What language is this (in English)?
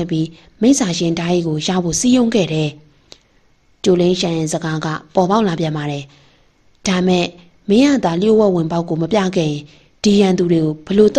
Burmese